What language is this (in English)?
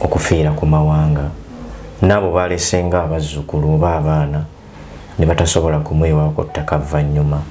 Ganda